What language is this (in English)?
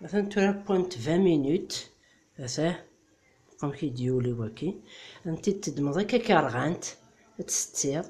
Kabyle